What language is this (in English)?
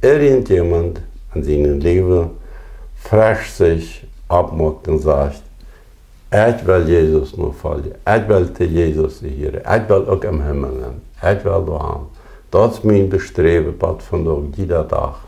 Plautdietsch